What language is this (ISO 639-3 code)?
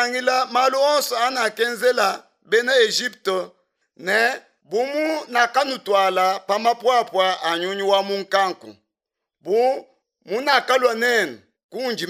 lua